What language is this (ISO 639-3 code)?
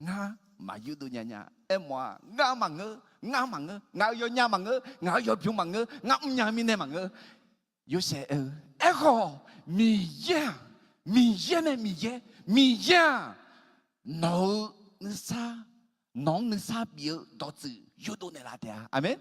ahk